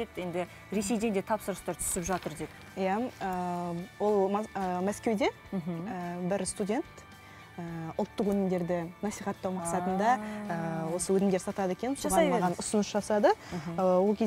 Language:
Kazakh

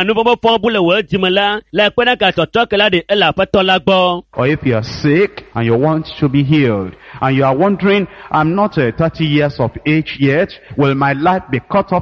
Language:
Ewe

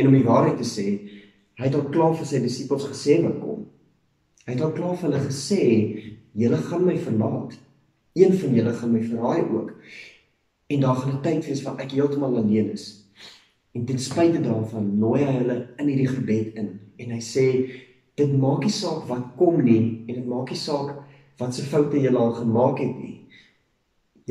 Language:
Afrikaans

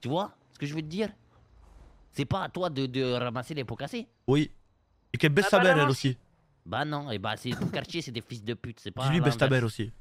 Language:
French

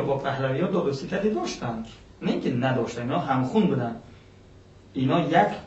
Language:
Persian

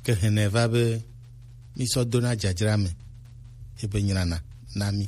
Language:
Gen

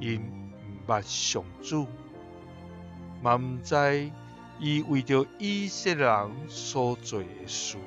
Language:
Min Nan Chinese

